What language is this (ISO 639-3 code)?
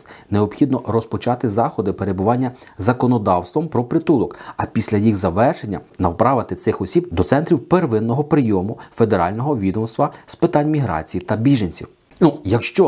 ukr